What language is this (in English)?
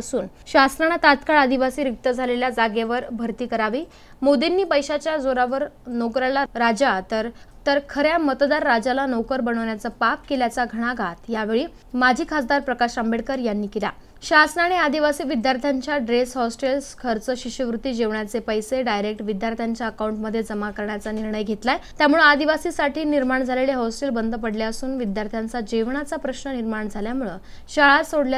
Marathi